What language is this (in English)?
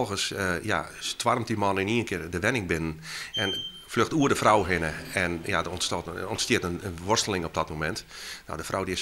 Western Frisian